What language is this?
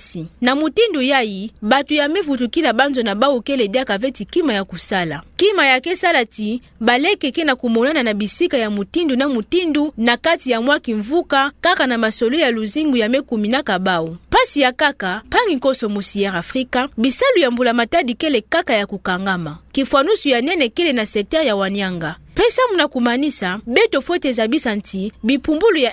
Kituba (Democratic Republic of Congo)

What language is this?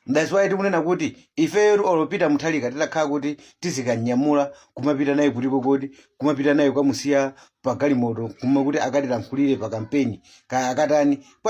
Nyanja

